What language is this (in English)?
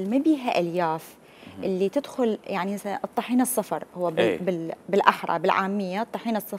Mesopotamian Arabic